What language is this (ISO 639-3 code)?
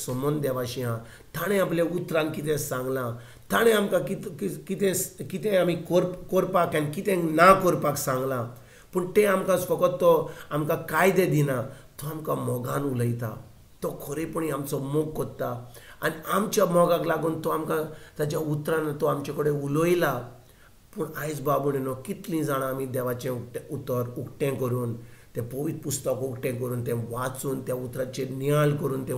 kok